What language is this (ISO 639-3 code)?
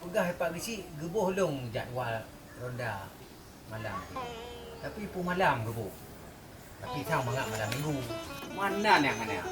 ace